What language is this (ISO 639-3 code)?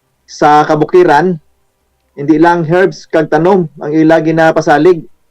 hil